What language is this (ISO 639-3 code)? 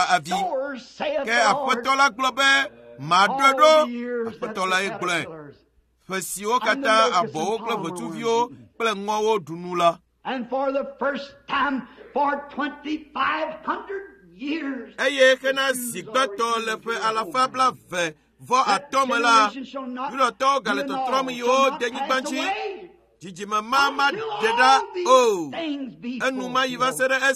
ewe